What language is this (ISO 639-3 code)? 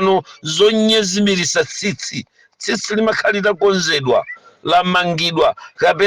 nya